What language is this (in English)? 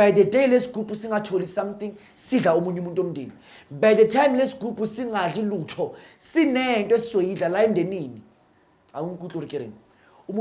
Zulu